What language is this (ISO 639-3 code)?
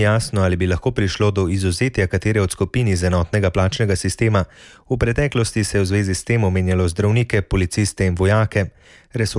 slv